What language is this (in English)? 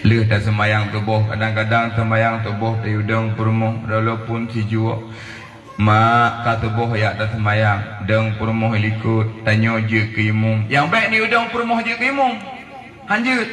Achinese